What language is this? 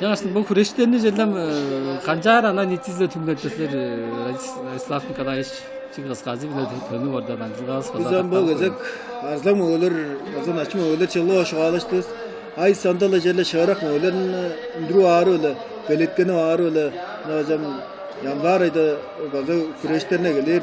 Tuvinian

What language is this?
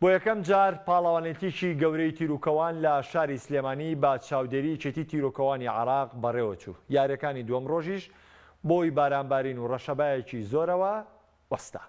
Central Kurdish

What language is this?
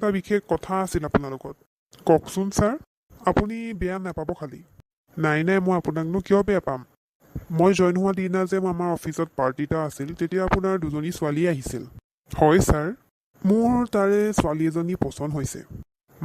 Assamese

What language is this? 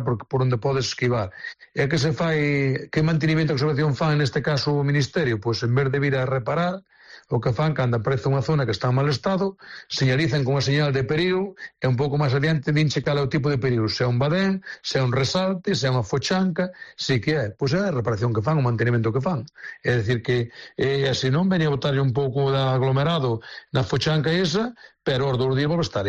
Galician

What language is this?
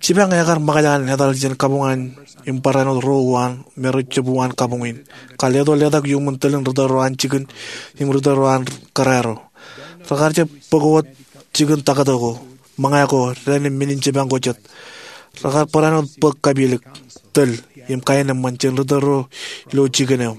Marshallese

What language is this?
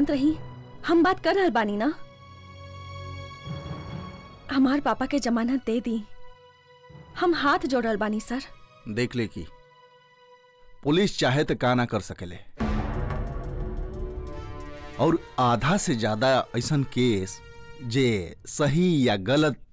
Bhojpuri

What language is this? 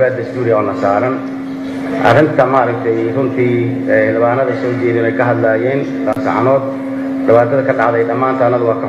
Somali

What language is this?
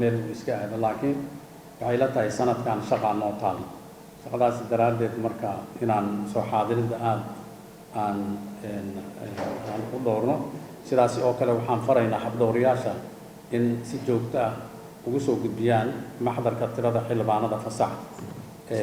Somali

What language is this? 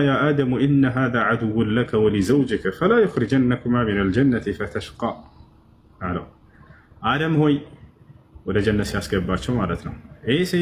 Amharic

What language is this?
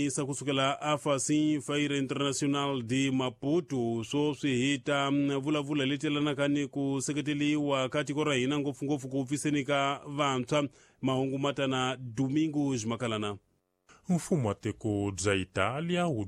Tsonga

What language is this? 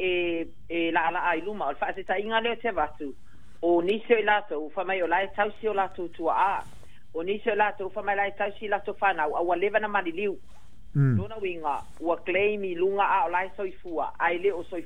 Samoan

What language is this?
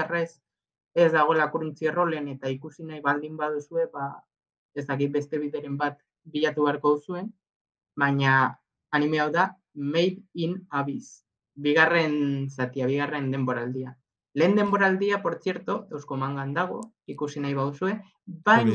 Basque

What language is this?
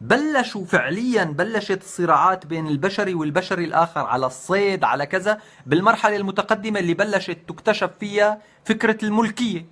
North Levantine Arabic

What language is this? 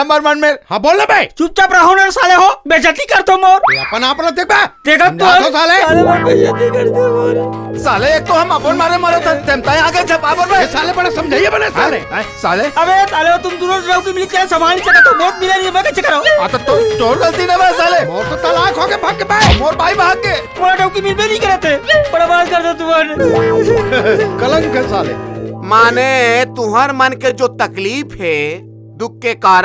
Chhattisgarhi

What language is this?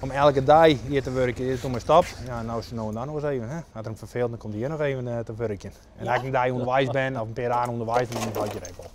Western Frisian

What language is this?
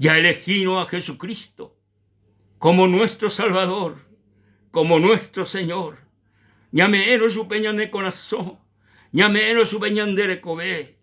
Guarani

